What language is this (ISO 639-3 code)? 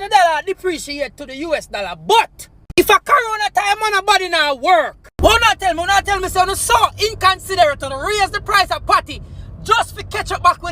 jam